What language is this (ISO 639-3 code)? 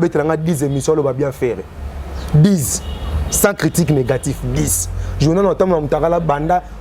lin